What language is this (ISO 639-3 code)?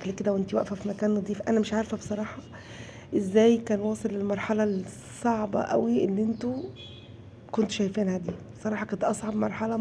arz